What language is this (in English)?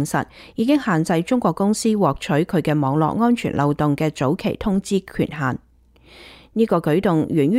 Cantonese